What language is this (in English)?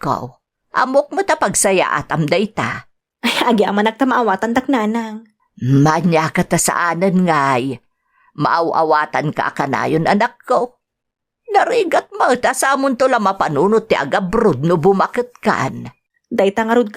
Iloko